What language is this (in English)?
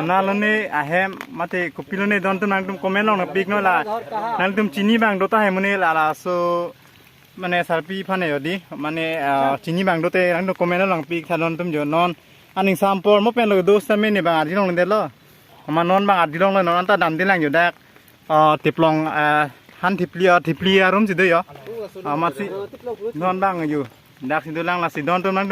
Karbi